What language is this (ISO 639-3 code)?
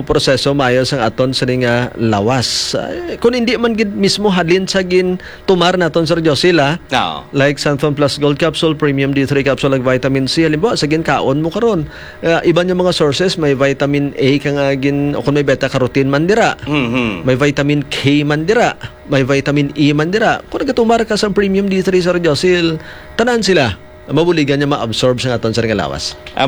hil